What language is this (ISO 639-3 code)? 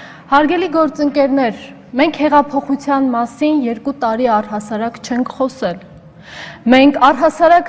hye